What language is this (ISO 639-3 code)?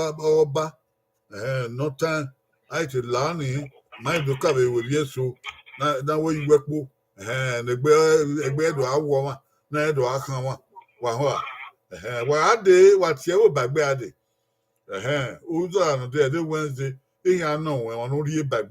bin